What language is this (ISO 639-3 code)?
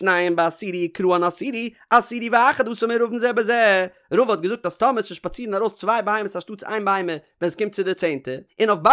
yid